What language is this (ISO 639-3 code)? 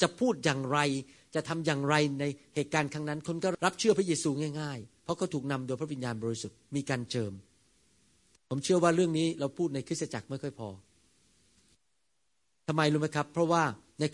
tha